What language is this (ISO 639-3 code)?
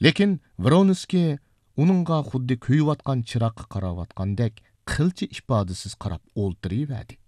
uig